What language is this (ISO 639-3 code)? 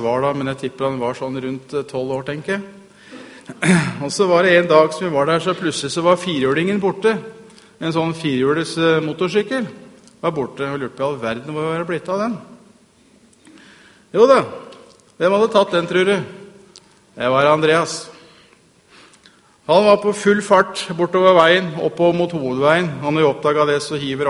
nor